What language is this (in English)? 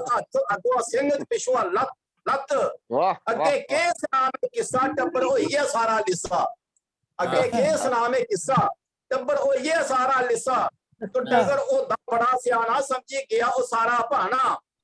Dogri